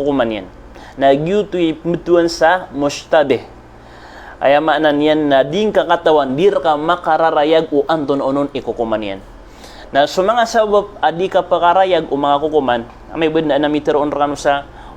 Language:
Maranao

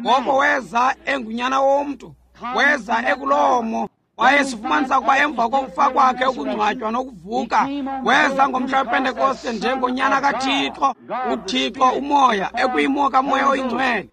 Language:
Xhosa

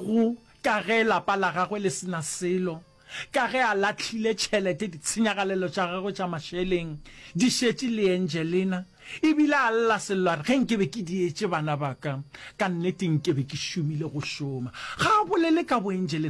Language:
Northern Sotho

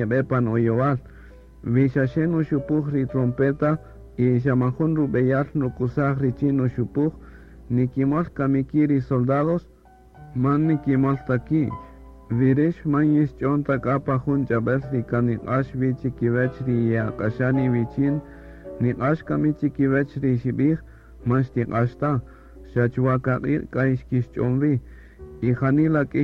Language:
Kaqchikel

